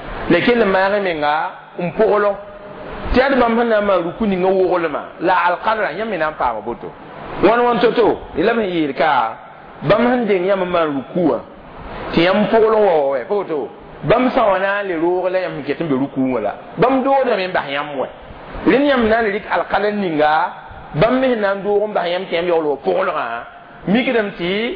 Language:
Mossi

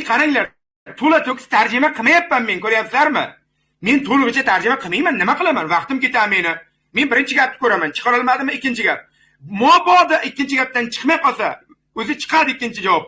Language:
Uzbek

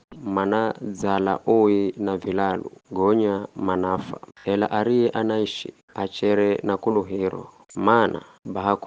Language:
Giryama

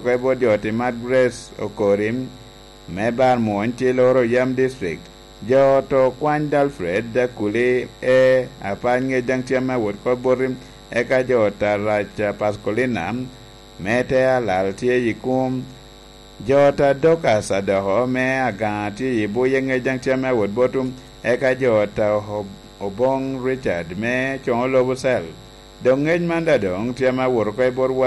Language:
Lango (Uganda)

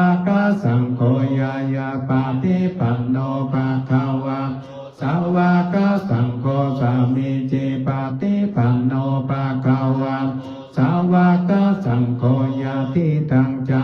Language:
Pali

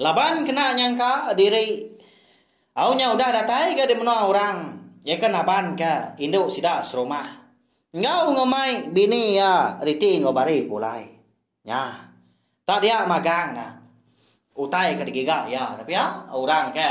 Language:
Iban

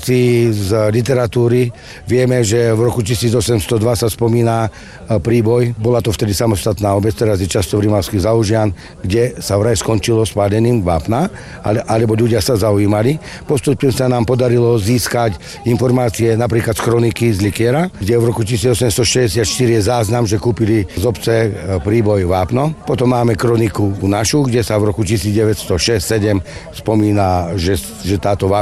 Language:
Slovak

